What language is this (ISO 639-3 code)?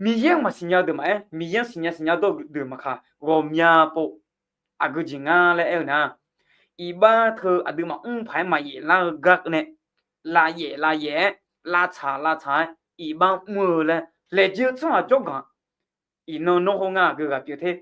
ahk